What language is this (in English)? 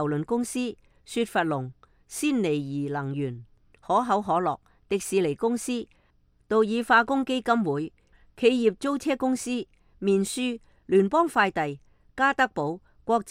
Cantonese